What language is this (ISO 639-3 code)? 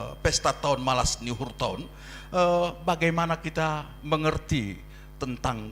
bts